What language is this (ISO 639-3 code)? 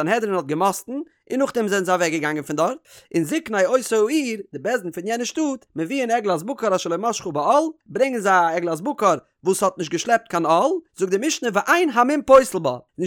yid